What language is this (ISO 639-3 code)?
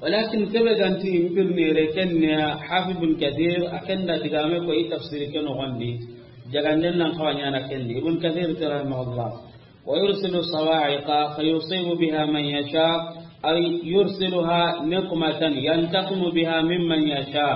snk